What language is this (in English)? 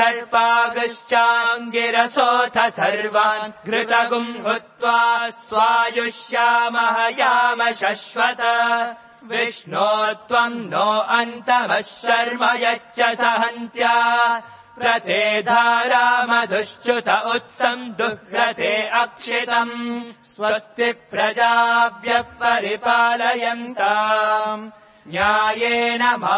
Sanskrit